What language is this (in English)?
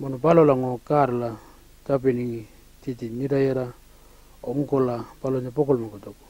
Pitjantjatjara